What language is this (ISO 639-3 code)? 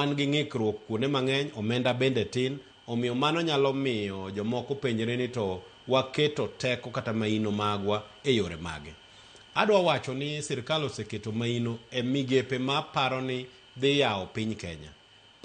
luo